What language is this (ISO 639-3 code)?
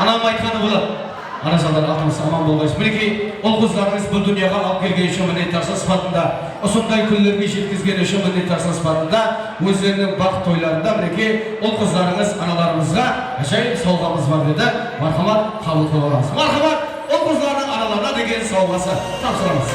kaa